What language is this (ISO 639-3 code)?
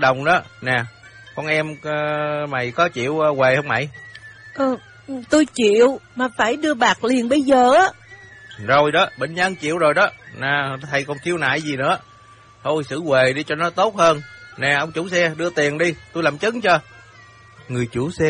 vie